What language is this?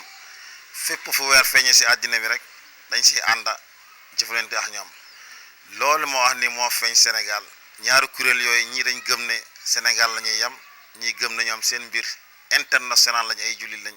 Wolof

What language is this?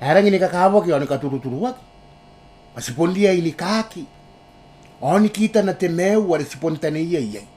Gilbertese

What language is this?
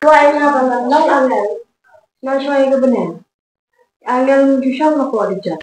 Khasi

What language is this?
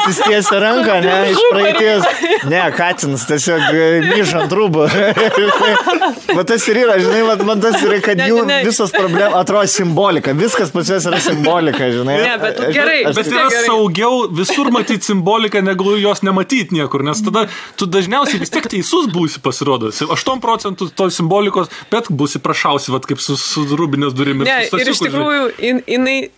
Lithuanian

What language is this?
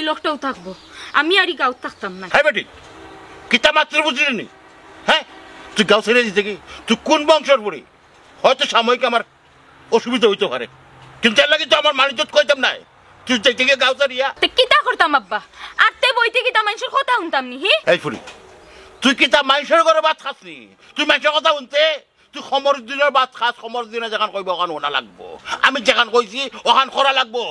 Sylheti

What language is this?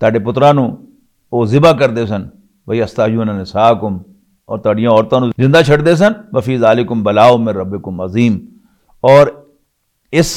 Western Panjabi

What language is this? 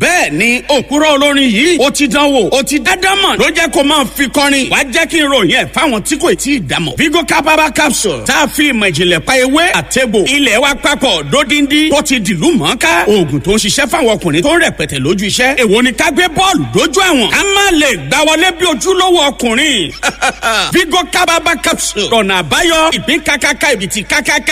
Yoruba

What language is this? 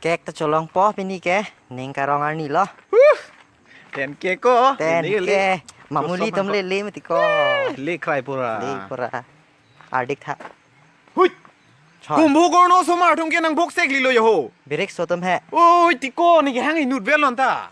Karbi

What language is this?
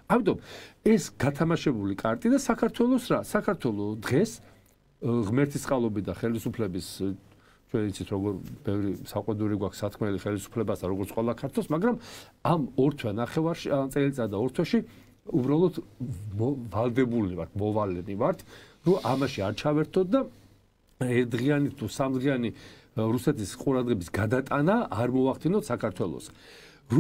Georgian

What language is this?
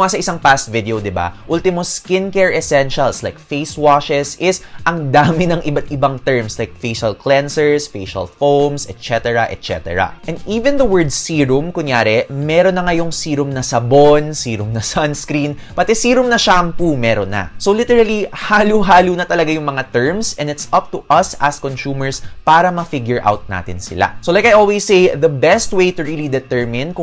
Filipino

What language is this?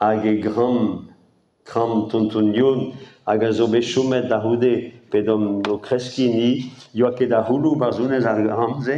Breton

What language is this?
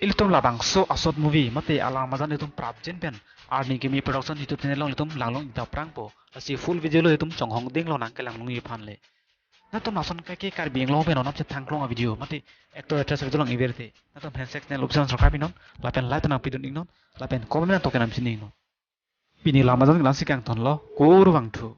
Karbi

